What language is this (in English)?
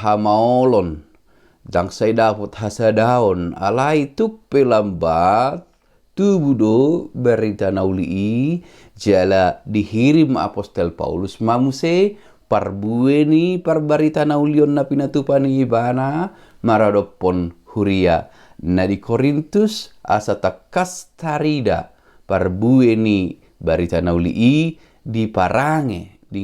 Batak Toba